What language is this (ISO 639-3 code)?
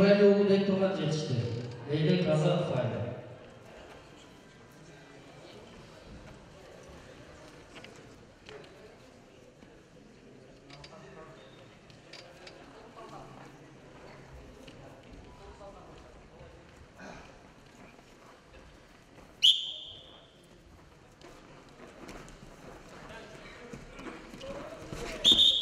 kaz